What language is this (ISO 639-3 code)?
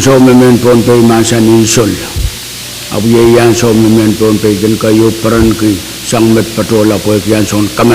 pon